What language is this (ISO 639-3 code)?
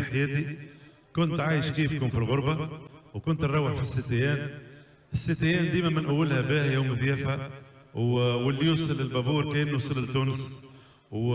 aeb